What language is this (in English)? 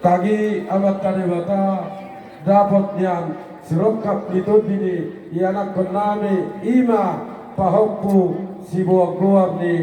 Batak Toba